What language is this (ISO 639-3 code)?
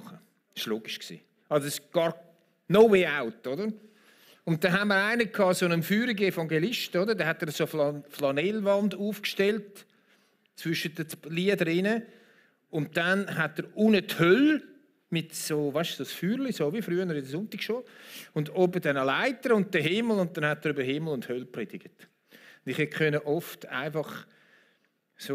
gsw